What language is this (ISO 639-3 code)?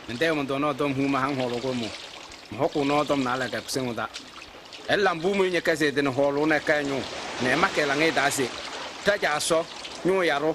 kbp